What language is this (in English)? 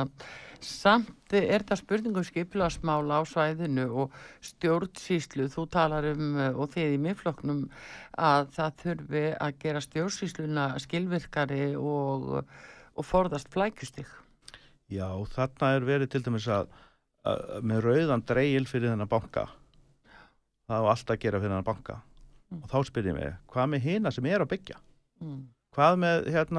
Icelandic